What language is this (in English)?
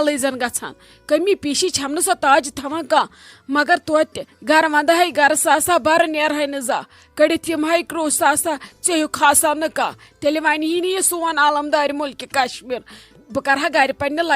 Kashmiri